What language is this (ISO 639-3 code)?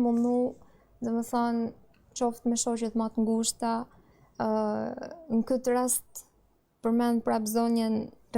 sqi